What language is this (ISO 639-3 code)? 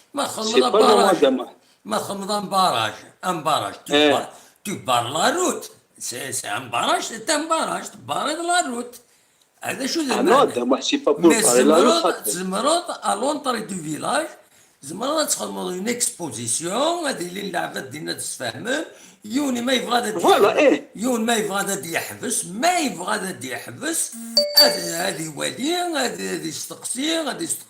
kab